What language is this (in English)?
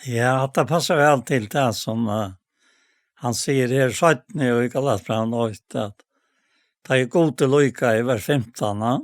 Faroese